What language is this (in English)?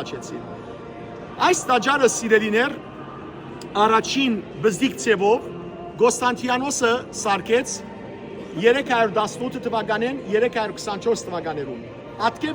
Western Armenian